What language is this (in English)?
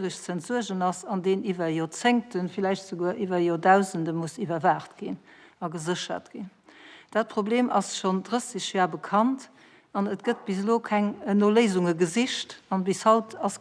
Luxembourgish